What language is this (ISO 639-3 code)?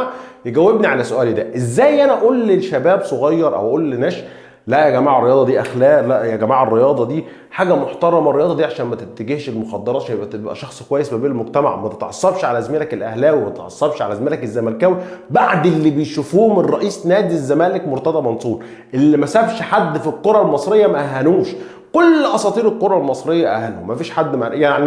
arz